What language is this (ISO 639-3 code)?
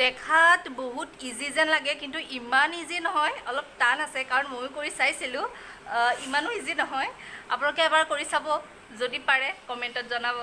asm